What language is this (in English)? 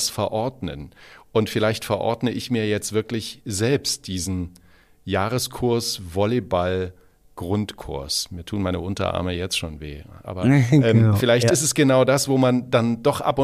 German